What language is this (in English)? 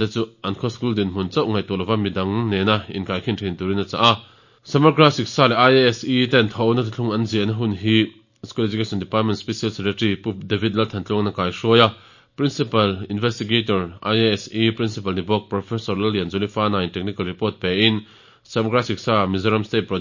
Mizo